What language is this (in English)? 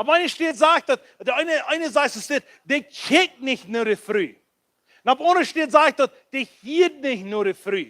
Plautdietsch